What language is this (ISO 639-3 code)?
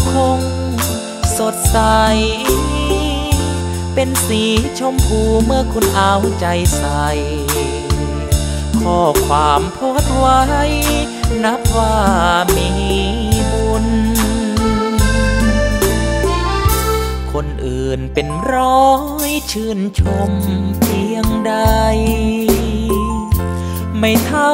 tha